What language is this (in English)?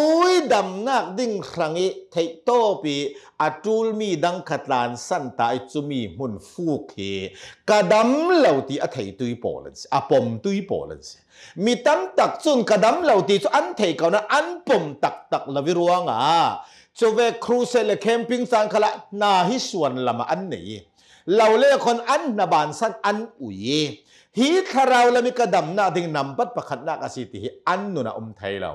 Hakha Chin